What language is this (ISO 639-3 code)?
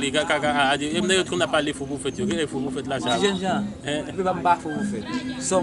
hat